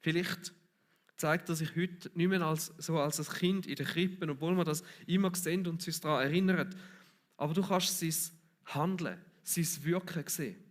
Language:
Swiss German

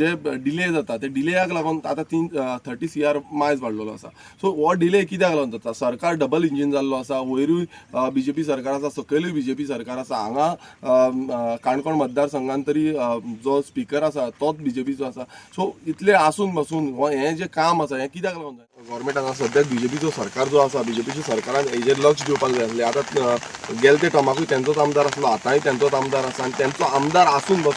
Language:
Konkani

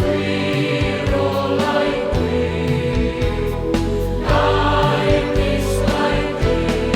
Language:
Welsh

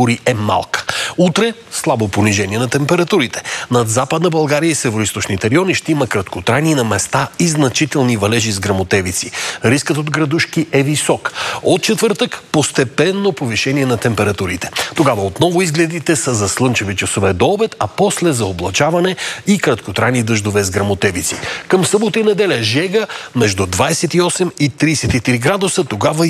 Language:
Bulgarian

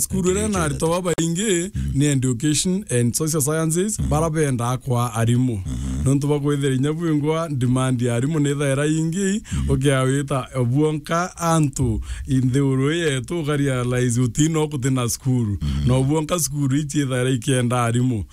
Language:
Meru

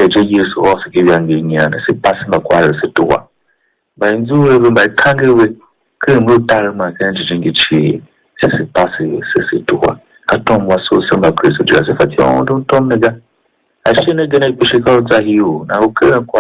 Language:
Tiv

